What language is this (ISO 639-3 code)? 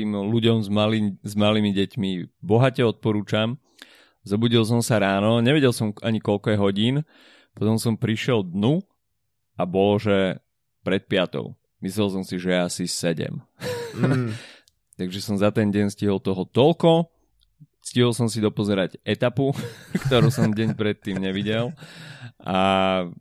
slk